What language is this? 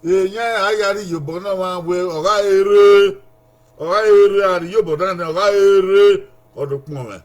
Bini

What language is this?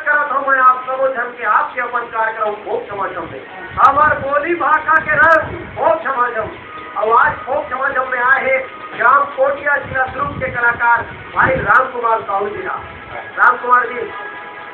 Chhattisgarhi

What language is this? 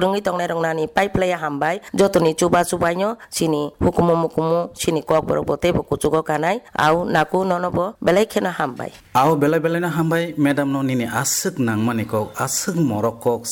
Kok Borok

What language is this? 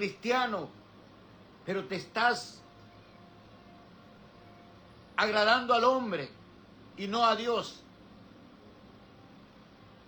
Spanish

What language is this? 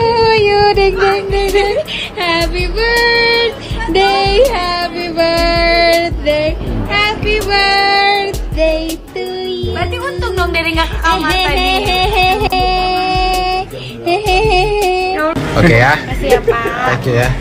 Indonesian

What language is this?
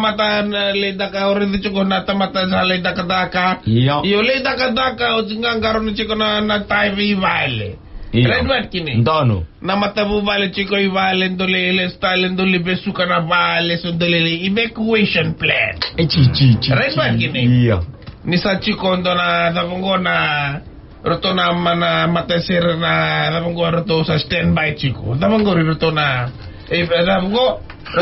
Fijian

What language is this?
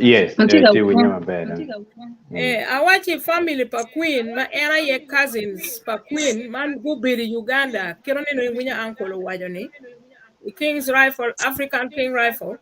Acoli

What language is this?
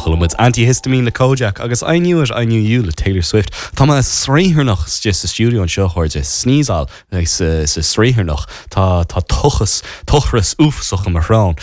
Irish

